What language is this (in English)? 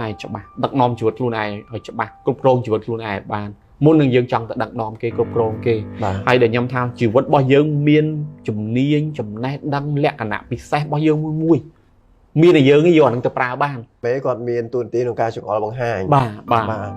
Khmer